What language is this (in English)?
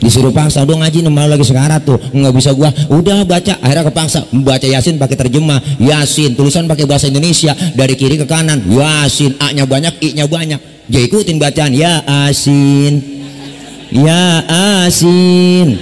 Betawi